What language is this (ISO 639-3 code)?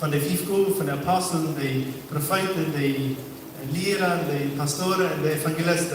pdt